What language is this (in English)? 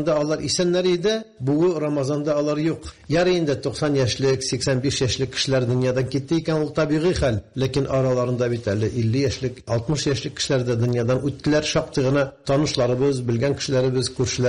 Tatar